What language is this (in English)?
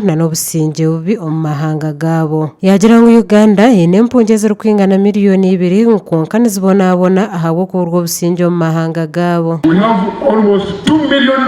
Nyankole